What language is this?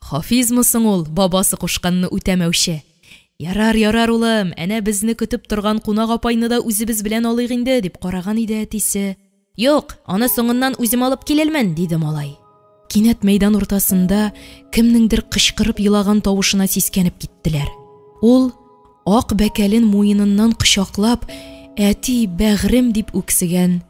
Tatar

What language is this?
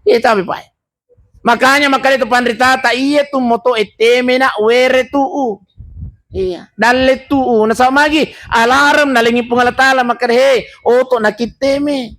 Buginese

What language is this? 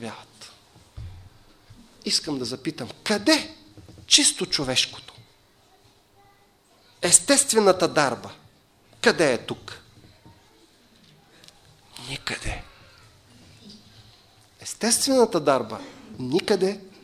Bulgarian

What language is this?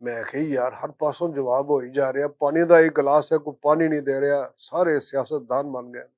Western Panjabi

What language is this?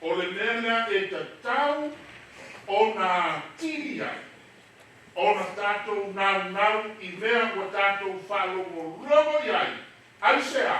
Samoan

